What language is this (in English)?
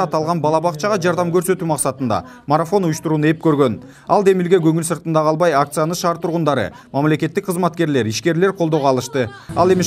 Kyrgyz